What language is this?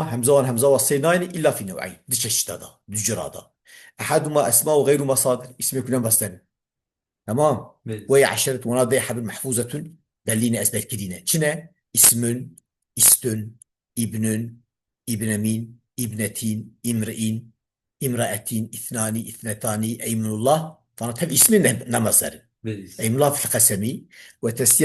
Kurdish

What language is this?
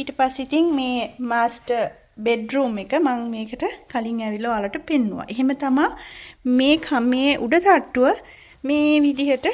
Sinhala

